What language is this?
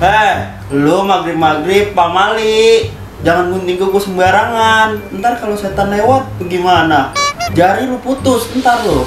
Betawi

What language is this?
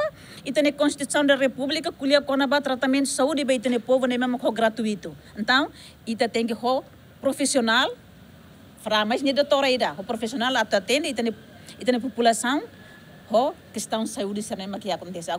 Tetum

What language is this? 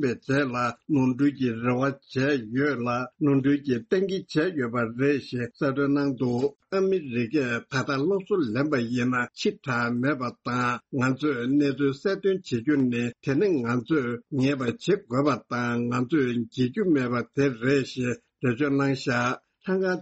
Tibetan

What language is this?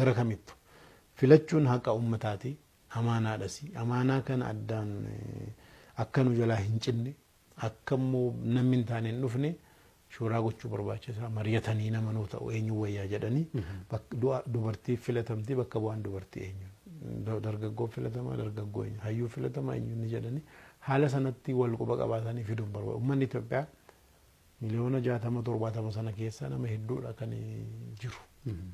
Oromo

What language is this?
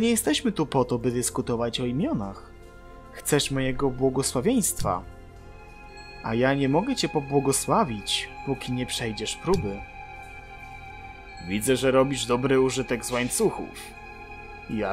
Polish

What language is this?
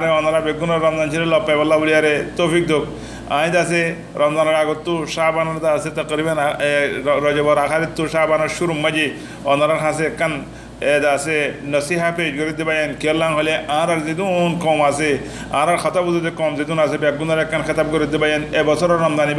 Rohingya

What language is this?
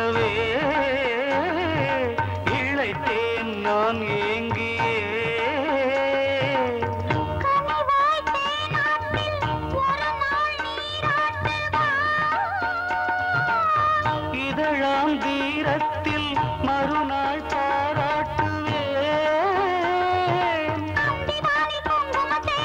Tamil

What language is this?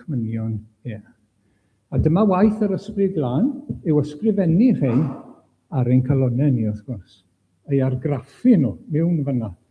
Welsh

